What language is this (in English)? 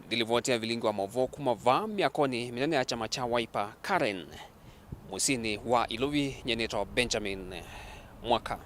Kamba